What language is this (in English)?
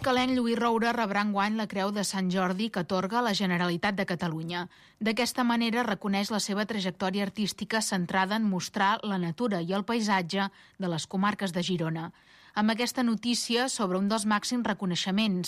Catalan